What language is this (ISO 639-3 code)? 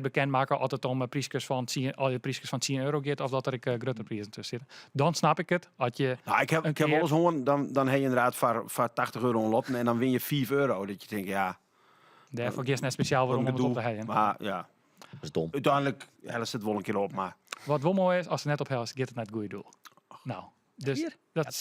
fry